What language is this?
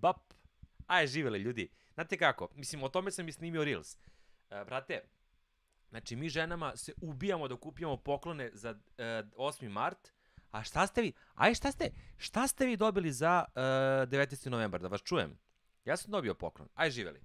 Serbian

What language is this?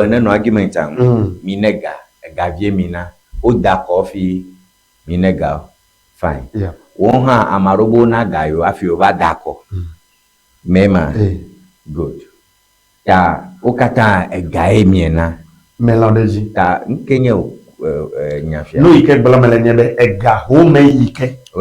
Ewe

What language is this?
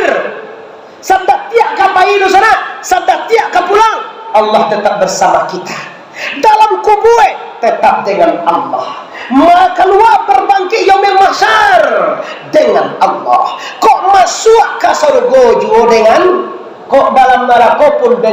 Minangkabau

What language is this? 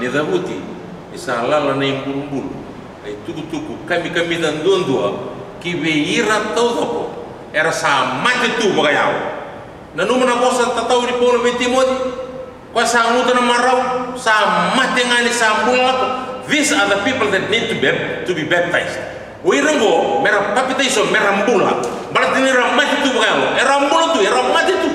Fijian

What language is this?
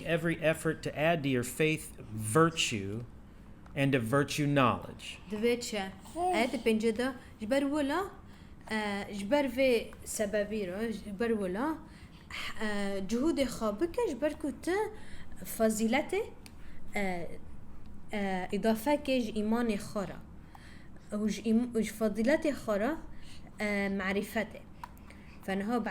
Kurdish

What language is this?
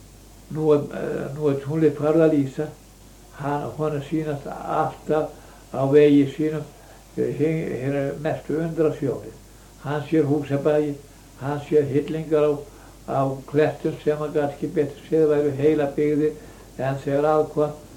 Icelandic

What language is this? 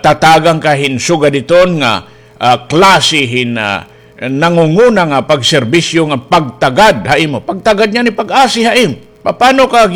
Waray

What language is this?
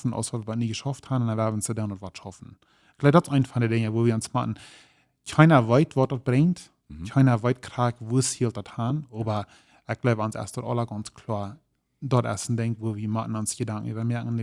Plautdietsch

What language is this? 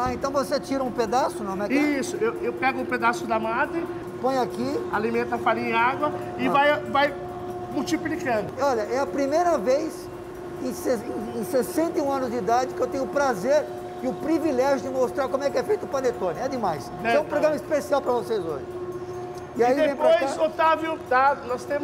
Portuguese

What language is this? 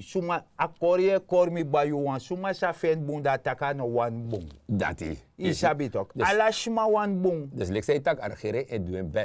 Sranan Tongo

